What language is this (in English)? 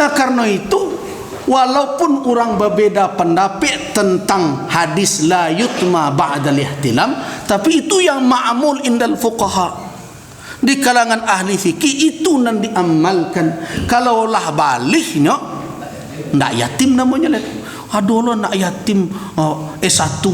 Minangkabau